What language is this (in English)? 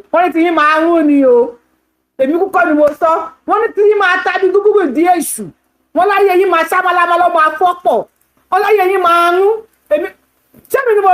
Yoruba